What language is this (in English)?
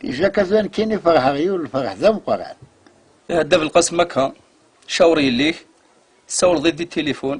Kabyle